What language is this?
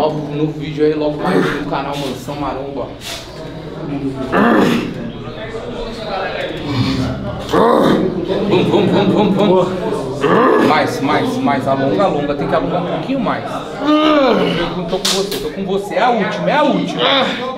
Portuguese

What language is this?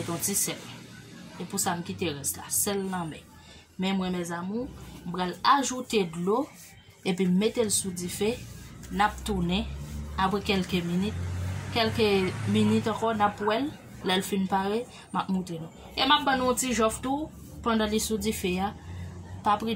Haitian Creole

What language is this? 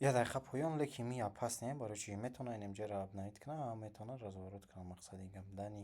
Tajik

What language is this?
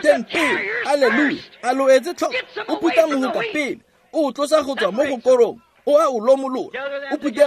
Tswana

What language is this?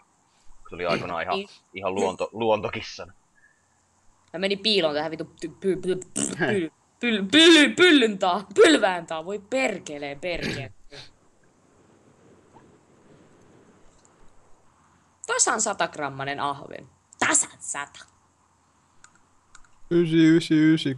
Finnish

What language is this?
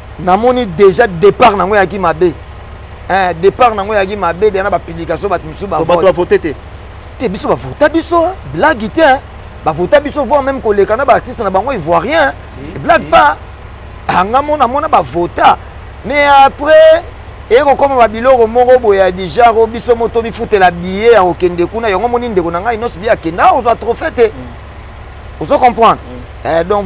Lingala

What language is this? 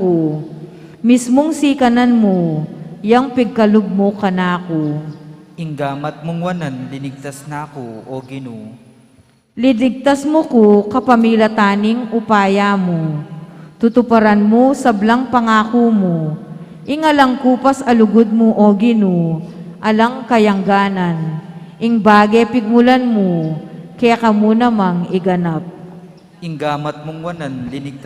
Pampanga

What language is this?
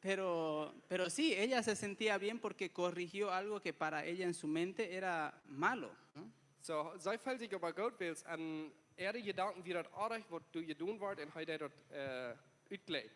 Plautdietsch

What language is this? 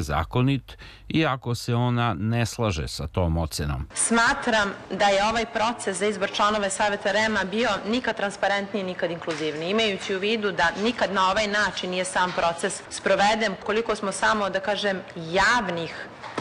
Serbian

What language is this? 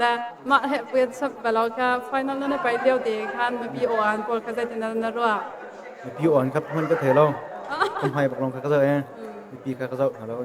Hakha Chin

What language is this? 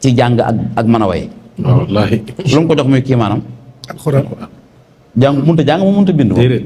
Wolof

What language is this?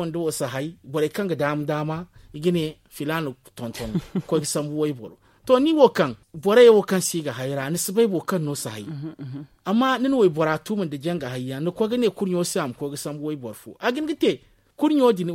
Zarma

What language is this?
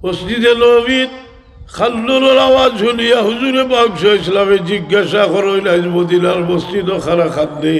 Sylheti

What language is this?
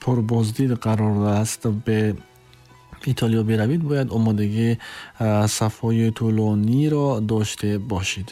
Tajik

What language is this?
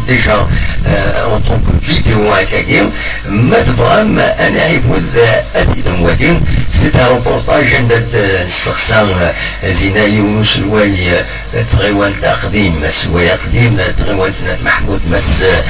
Kabyle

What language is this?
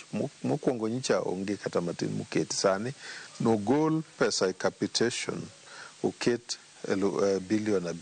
Luo (Kenya and Tanzania)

